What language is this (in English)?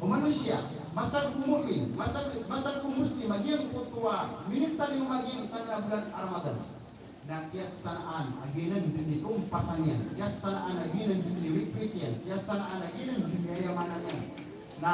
Maranao